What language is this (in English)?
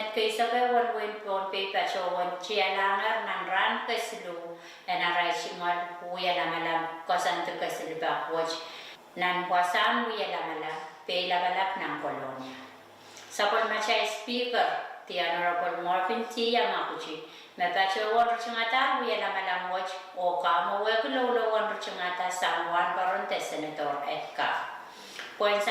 Pohnpeian